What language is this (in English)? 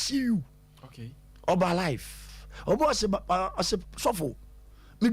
Akan